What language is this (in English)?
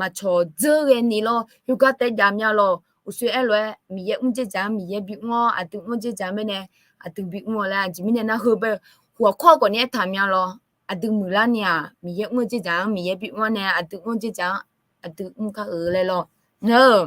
Akha